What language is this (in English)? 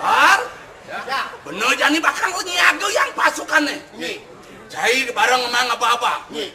Balinese